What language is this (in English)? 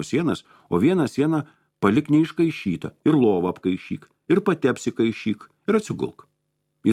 Lithuanian